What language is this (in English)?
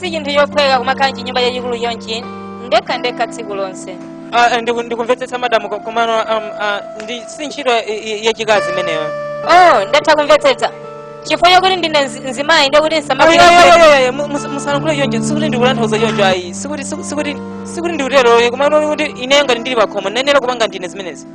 Nyanja